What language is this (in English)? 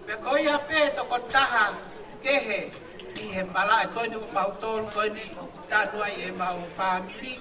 Tongan